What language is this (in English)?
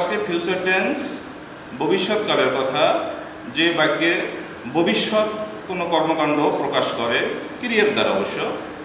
Bangla